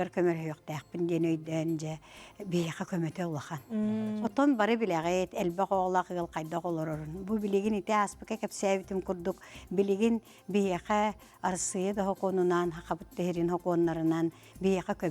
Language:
Yakut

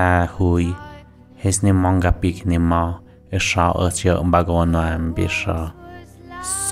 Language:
Tlahuitoltepec Mixe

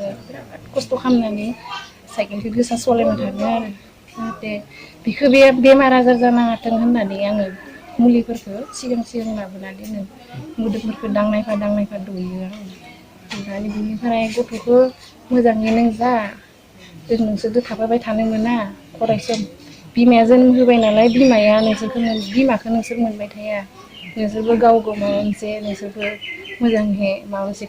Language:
Bodo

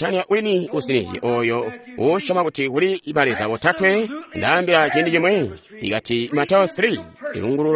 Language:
Tonga (Zambia)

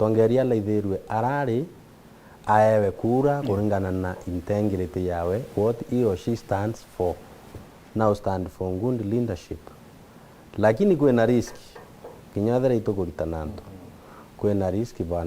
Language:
Meru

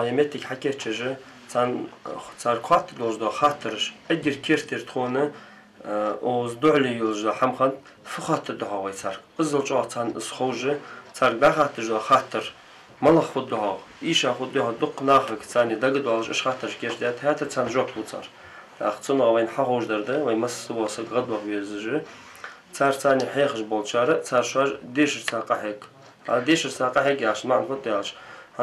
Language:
Ingush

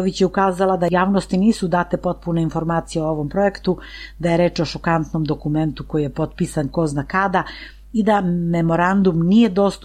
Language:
Serbian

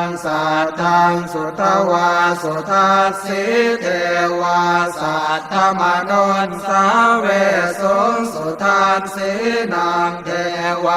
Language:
Pali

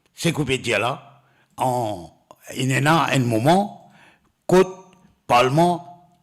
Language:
Morisyen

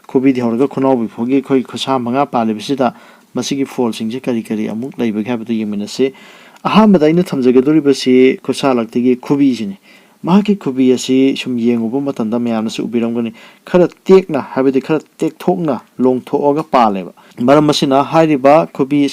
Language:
Manipuri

